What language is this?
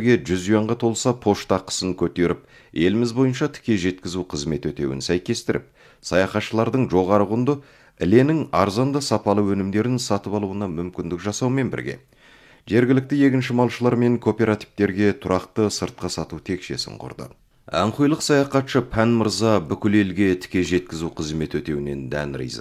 Kazakh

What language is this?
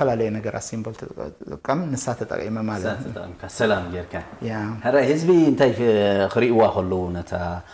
Tigrinya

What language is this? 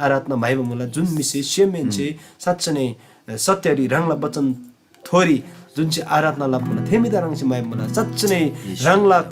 Eastern Tamang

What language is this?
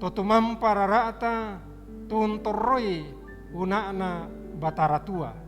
Toraja-Sa'dan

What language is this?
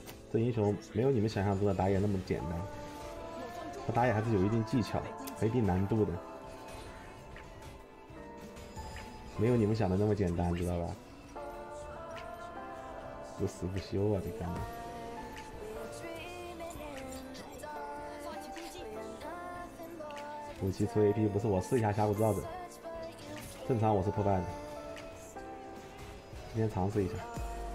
Chinese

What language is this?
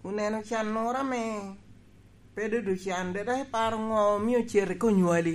Lango (Uganda)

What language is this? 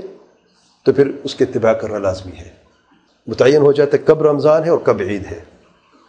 Urdu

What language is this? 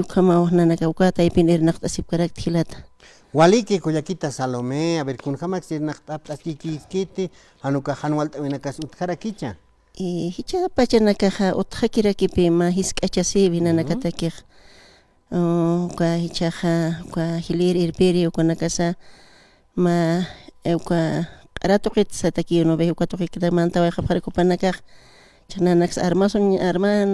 Aymara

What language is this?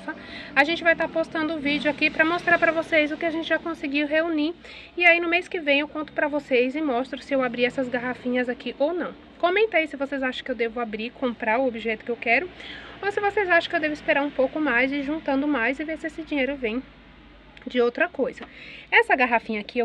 Portuguese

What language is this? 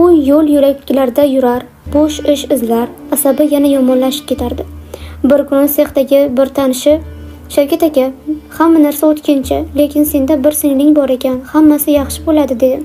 Uzbek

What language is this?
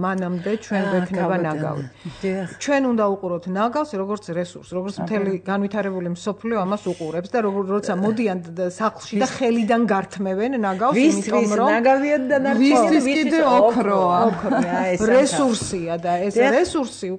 Georgian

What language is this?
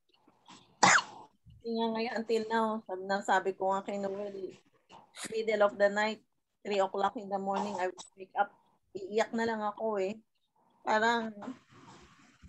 Filipino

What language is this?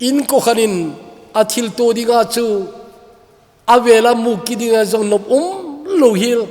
Thado Chin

